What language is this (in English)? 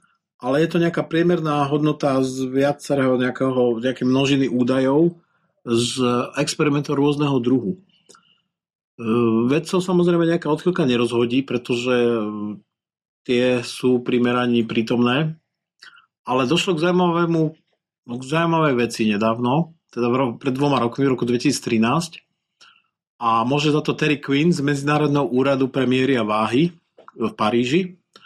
Slovak